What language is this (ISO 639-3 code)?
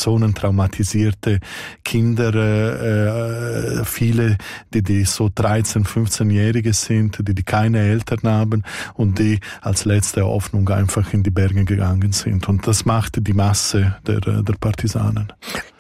deu